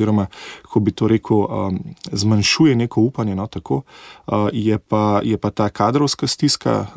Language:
Slovenian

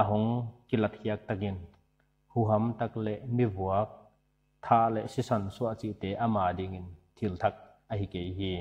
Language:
Paite Chin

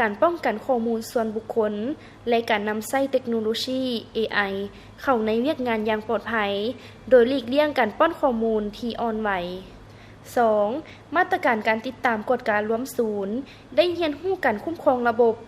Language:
Lao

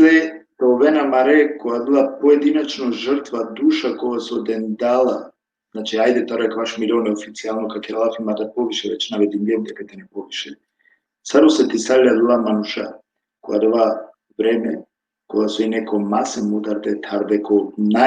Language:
Balkan Romani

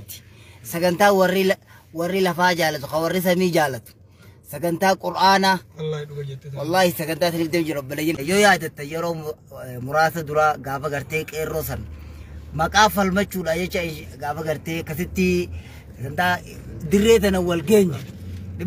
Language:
Oromo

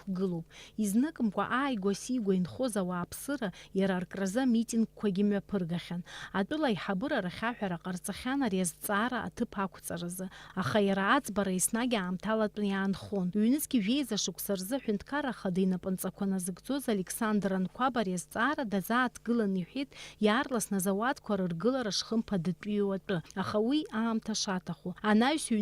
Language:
Abkhazian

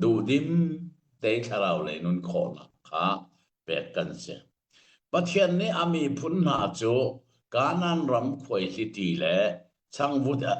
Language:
Hakha Chin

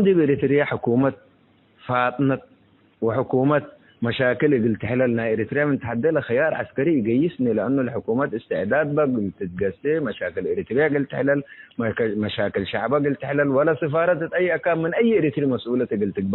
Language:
Tigre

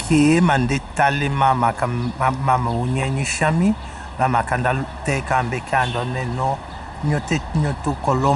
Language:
Tetela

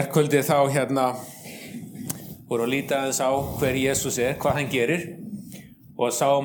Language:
Icelandic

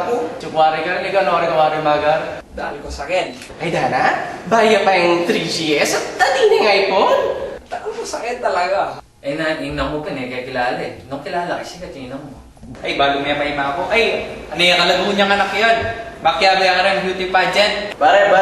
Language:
Pampanga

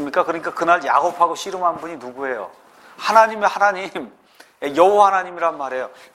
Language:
Korean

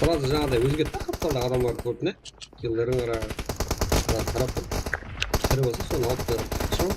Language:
Kara-Kalpak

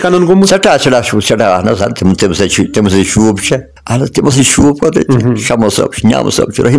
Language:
Kashmiri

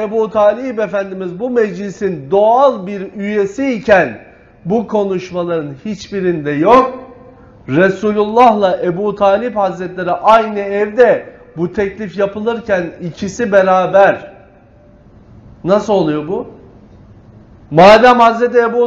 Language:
Turkish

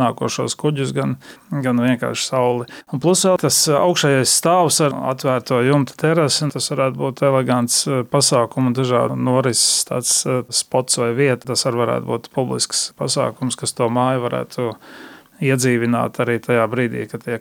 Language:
Latvian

